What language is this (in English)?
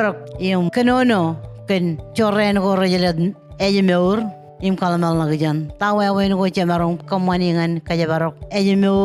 Marshallese